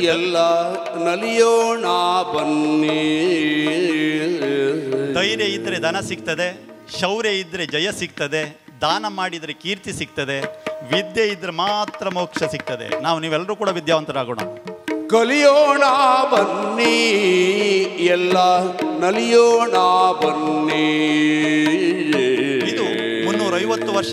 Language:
Kannada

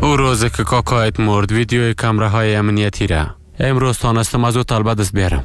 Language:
Persian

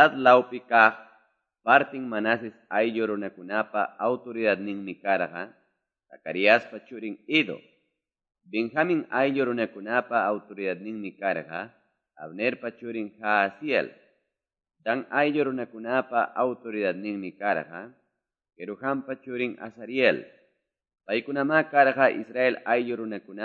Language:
Quechua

